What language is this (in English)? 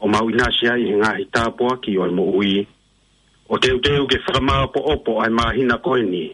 Tongan